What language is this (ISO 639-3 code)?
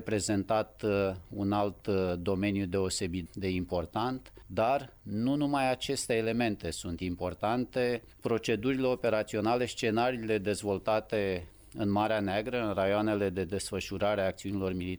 ron